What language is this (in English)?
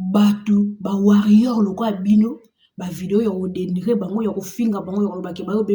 Lingala